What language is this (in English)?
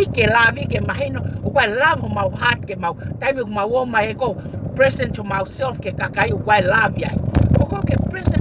Tongan